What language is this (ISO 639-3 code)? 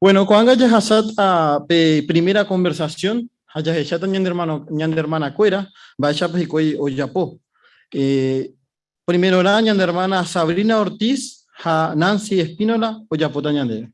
grn